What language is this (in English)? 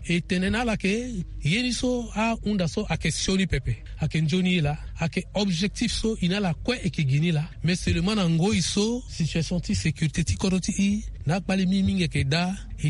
Sango